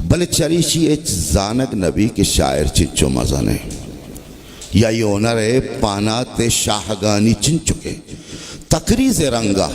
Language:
Baluchi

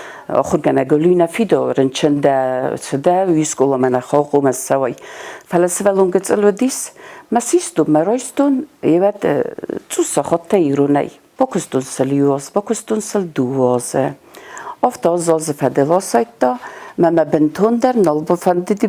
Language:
Ossetic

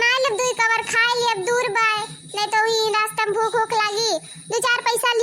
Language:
Awadhi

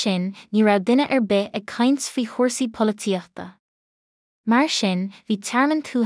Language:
Irish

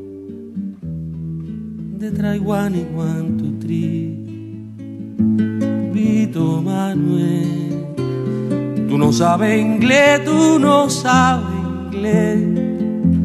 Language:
Spanish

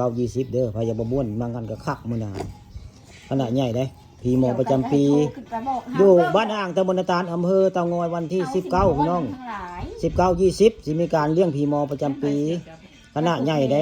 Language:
Northeastern Thai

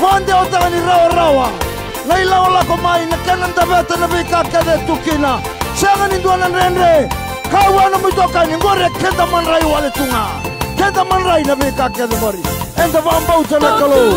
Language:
Fijian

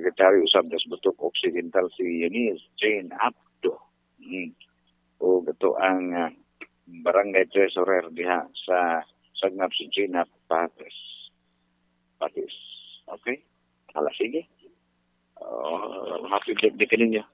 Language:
Cebuano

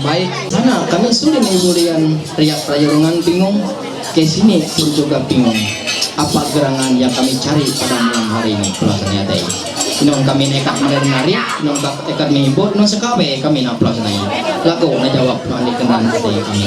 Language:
Ma'anyan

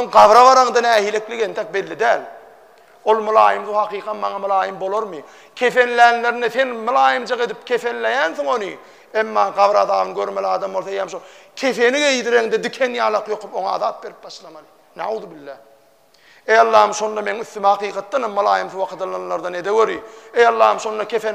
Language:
Turkmen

